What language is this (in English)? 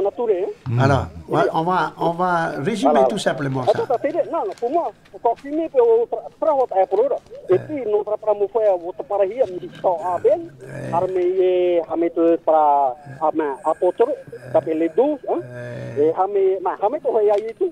Tahitian